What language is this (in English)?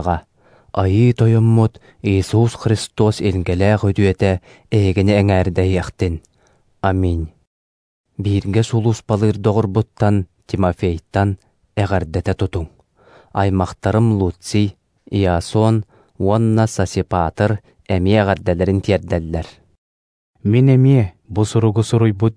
Yakut